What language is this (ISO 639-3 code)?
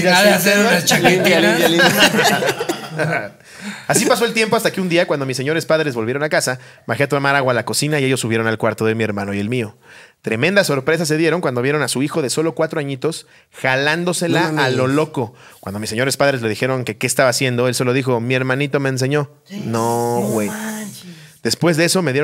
spa